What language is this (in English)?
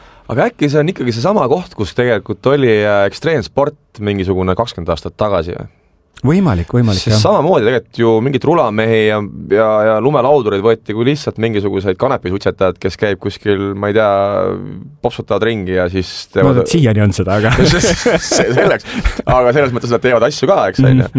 Estonian